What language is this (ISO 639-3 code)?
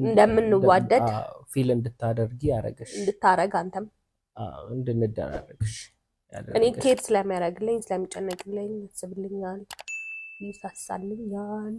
amh